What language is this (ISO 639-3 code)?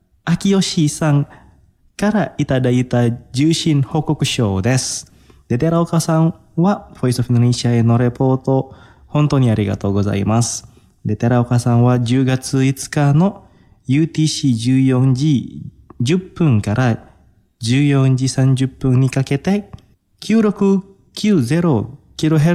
jpn